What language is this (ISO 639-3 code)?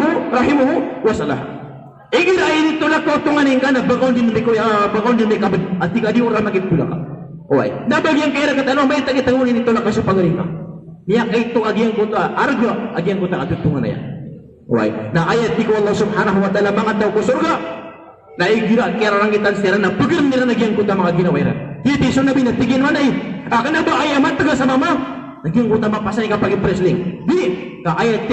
mrw